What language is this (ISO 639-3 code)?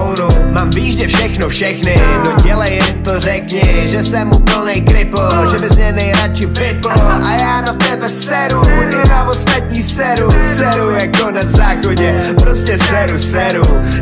ces